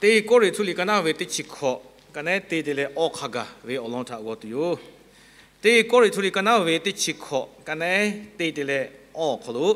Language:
Lahu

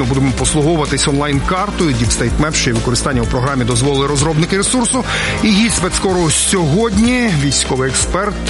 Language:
Ukrainian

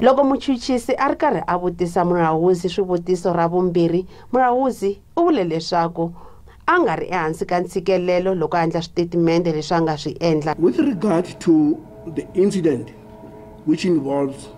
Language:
Tsonga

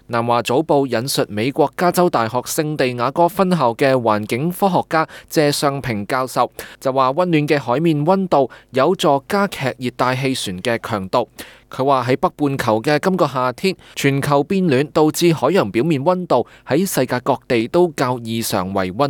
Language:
Cantonese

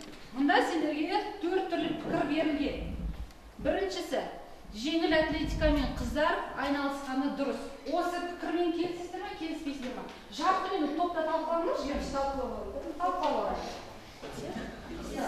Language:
Kazakh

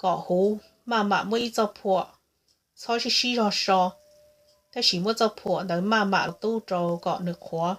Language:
Hmong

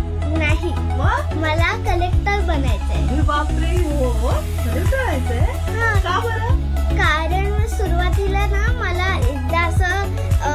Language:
Marathi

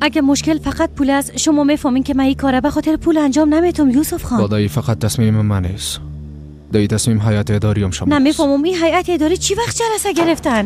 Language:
Persian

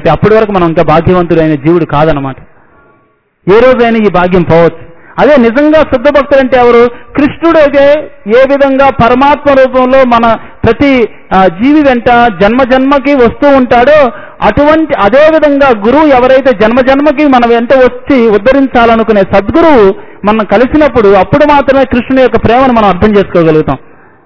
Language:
Telugu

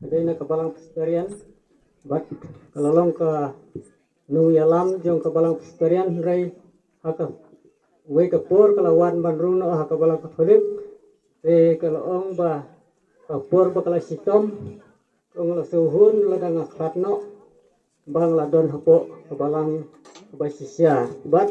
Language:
Khasi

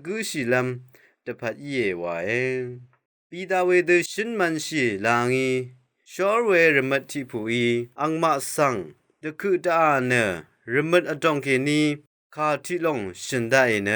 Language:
Rawang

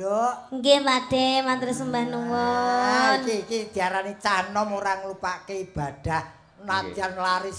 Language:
Javanese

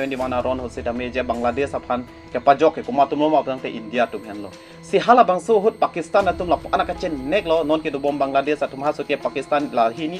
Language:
Karbi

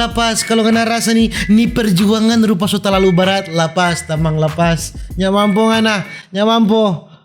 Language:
Manado Malay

